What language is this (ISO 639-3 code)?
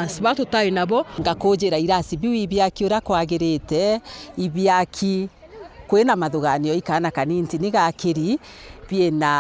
mer